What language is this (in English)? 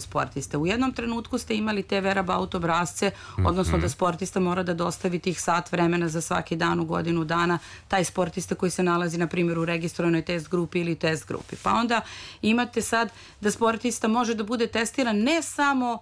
Serbian